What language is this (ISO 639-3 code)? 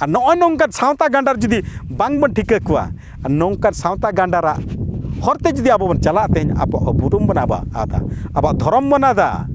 sat